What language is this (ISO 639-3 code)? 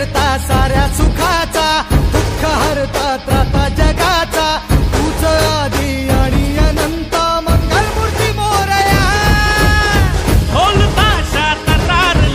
mar